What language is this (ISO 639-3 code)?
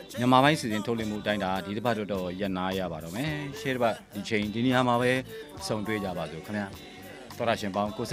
mya